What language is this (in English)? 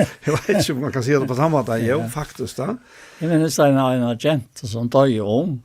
Faroese